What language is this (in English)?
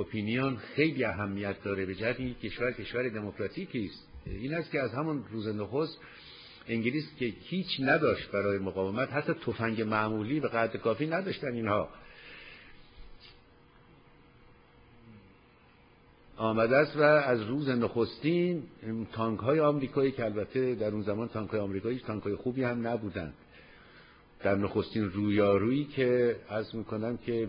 Persian